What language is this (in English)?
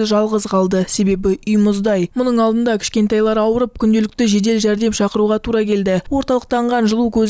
Kazakh